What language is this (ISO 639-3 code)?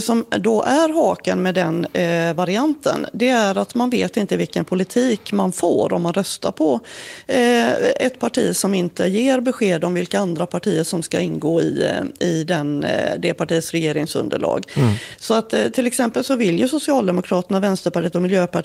swe